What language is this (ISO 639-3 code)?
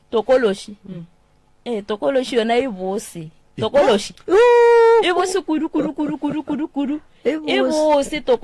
nso